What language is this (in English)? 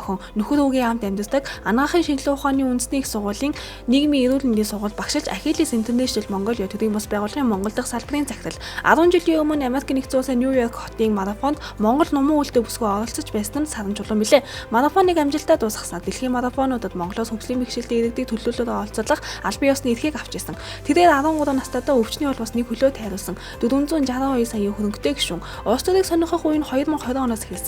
Mongolian